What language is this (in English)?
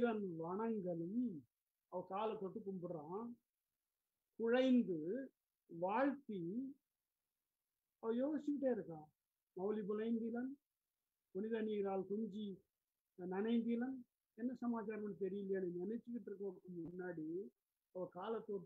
Tamil